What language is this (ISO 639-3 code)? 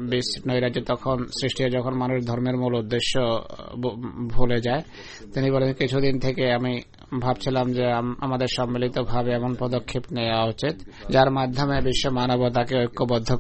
ben